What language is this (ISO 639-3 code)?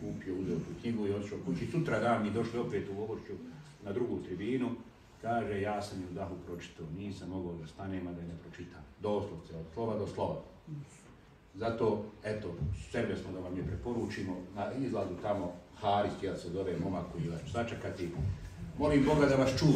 bos